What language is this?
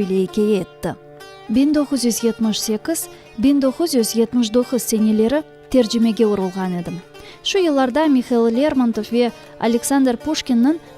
Crimean Tatar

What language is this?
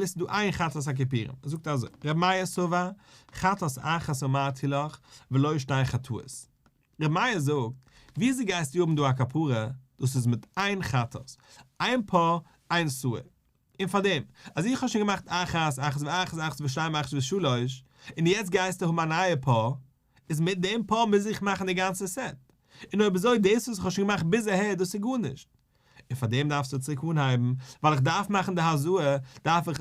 Yiddish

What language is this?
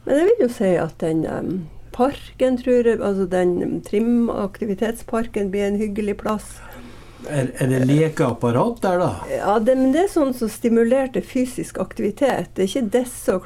Norwegian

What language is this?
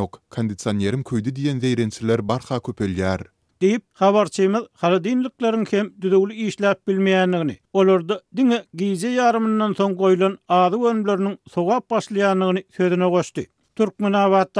Turkmen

